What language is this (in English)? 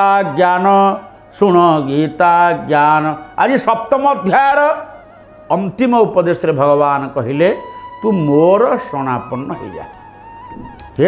Odia